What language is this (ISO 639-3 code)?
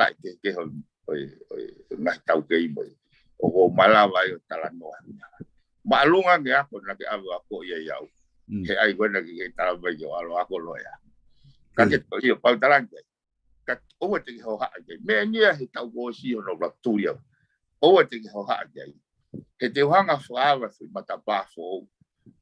ton